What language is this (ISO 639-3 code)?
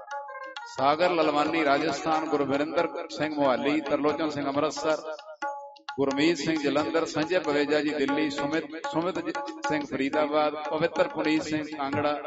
pan